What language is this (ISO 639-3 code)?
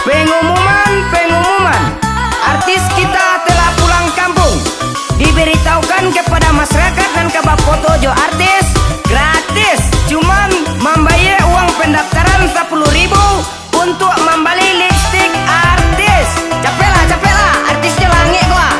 min